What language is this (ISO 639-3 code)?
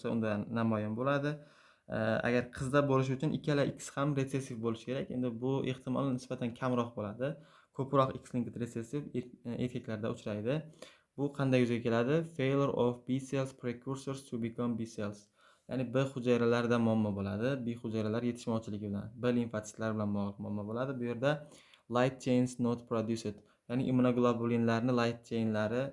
uzb